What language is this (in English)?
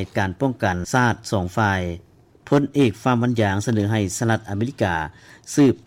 Lao